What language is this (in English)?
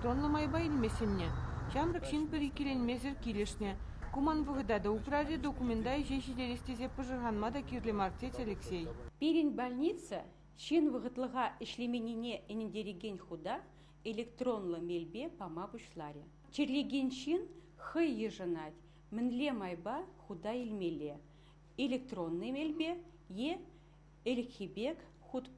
Chuvash